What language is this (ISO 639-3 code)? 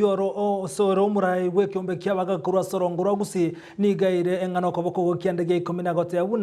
guz